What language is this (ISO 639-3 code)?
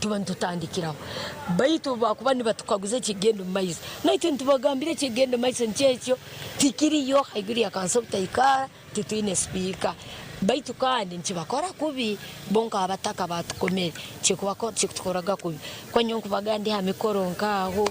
nyn